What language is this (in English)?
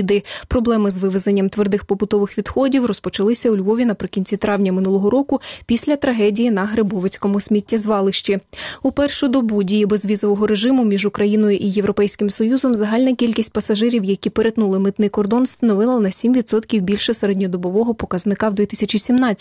Ukrainian